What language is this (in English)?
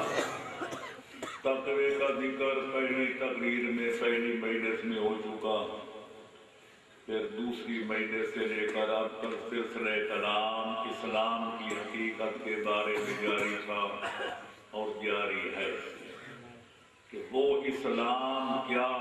Urdu